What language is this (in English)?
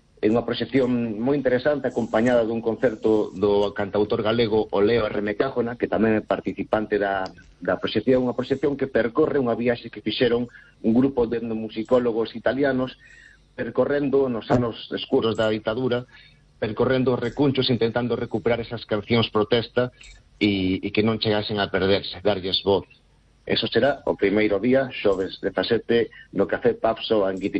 Galician